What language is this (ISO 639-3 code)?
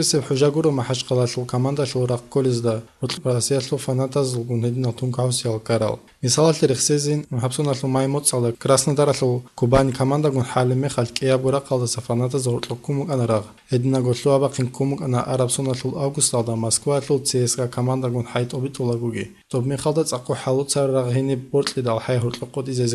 ava